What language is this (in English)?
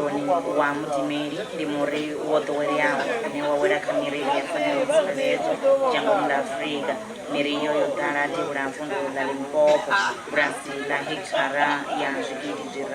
Venda